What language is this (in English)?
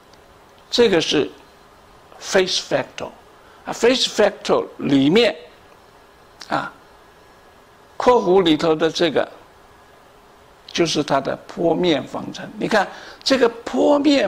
Chinese